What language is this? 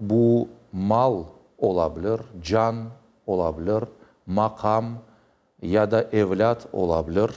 Crimean Tatar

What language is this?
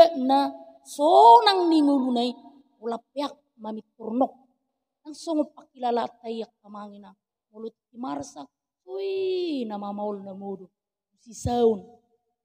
Batak Toba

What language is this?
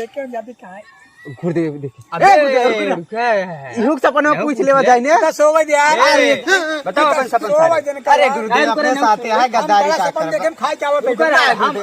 Awadhi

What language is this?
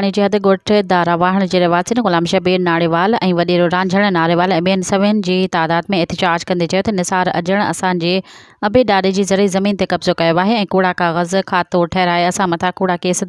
Sindhi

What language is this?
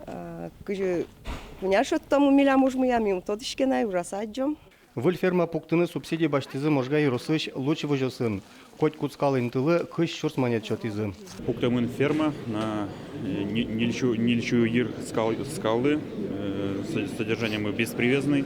Udmurt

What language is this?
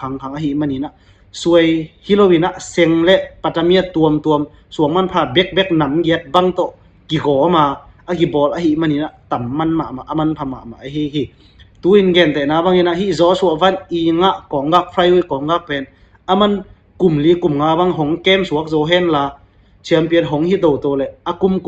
Tedim Chin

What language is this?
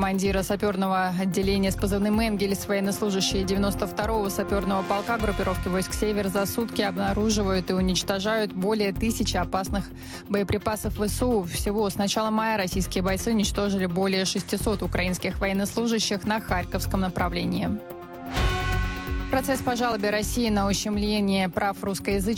Russian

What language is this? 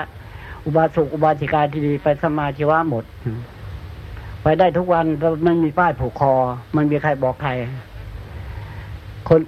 Thai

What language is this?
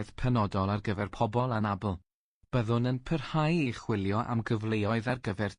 Welsh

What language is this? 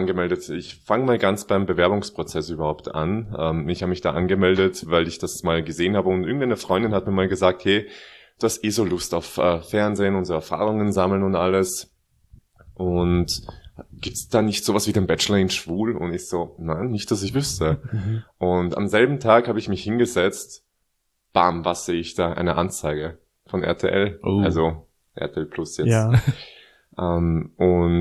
German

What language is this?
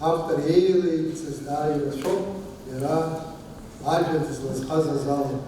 Abkhazian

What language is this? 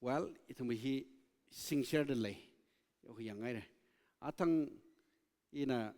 Tangkhul Naga (India)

